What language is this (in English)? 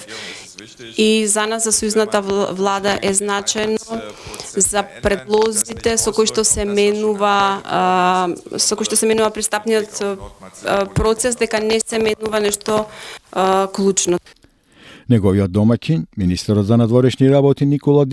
Macedonian